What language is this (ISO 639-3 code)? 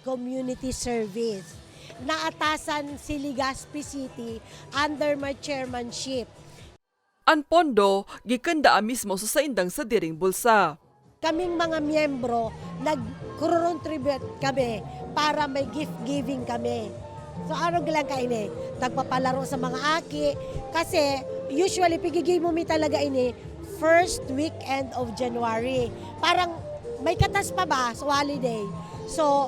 bik